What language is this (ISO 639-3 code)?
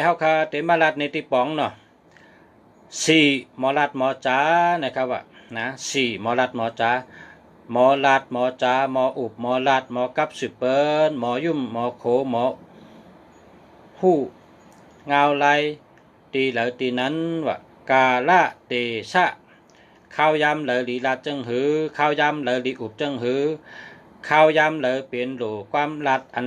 shn